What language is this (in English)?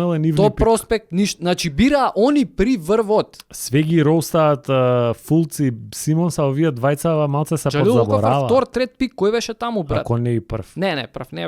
Macedonian